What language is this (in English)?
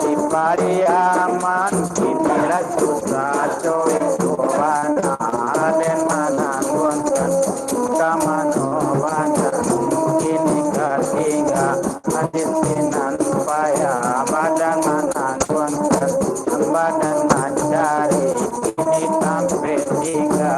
Minangkabau